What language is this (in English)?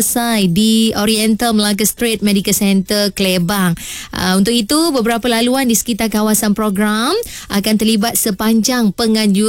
Malay